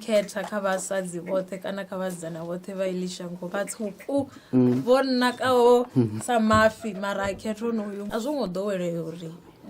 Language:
Venda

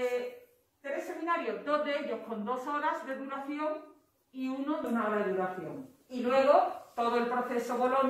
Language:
Spanish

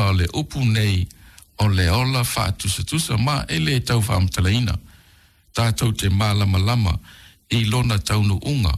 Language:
Samoan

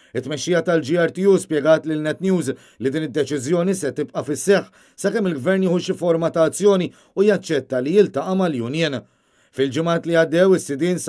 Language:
Maltese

